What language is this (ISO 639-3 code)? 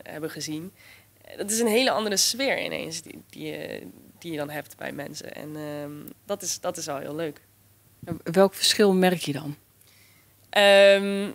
nld